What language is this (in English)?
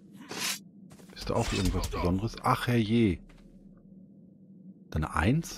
German